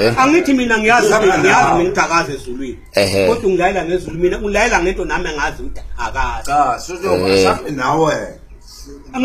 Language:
Zulu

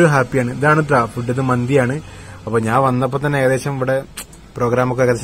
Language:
Malayalam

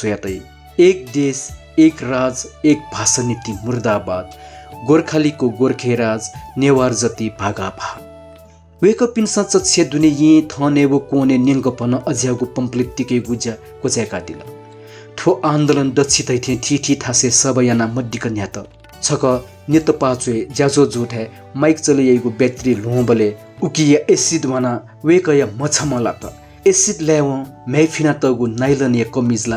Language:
Newari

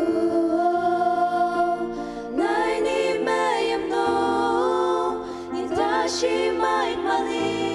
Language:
Ao Naga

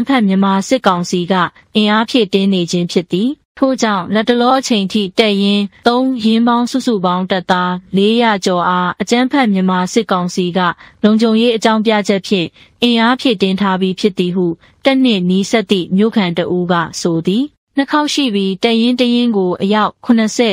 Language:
Burmese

